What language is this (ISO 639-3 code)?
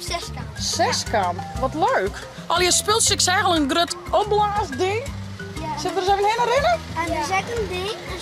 fry